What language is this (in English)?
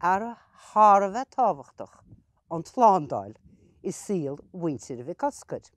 Irish